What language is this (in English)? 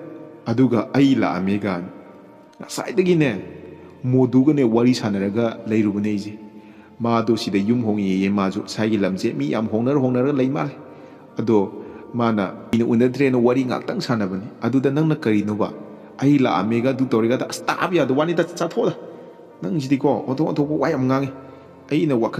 Manipuri